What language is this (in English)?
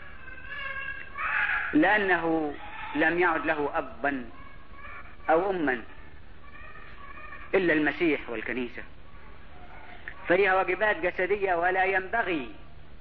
Egyptian Arabic